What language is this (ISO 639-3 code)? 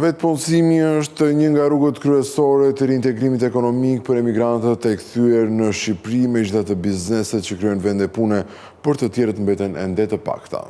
sqi